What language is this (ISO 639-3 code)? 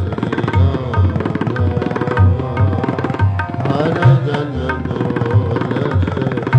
pan